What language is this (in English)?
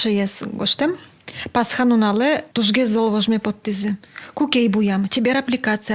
Udmurt